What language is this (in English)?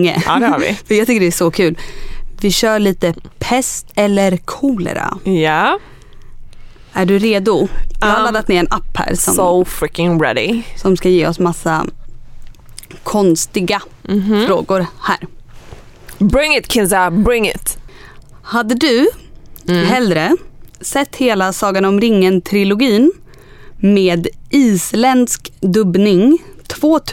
Swedish